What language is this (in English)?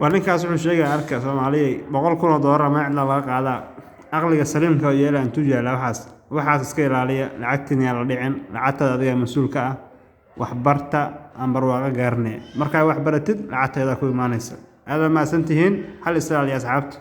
Somali